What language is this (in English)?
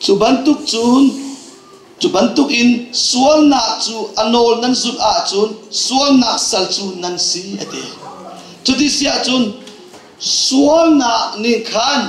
Hakha Chin